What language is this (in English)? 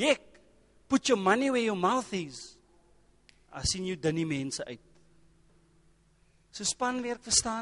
Afrikaans